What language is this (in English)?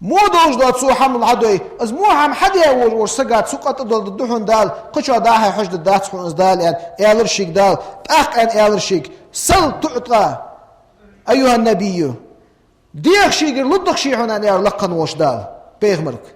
Ingush